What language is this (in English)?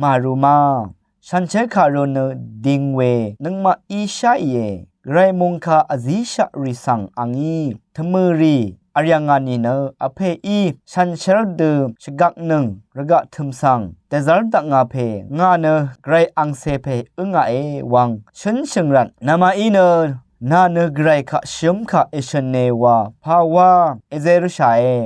Rawang